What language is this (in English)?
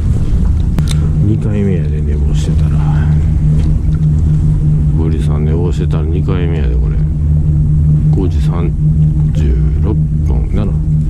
Japanese